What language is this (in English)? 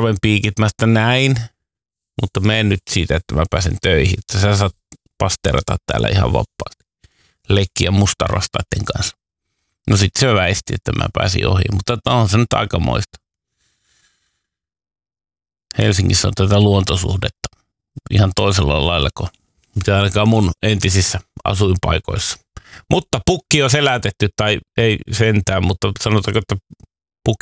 Finnish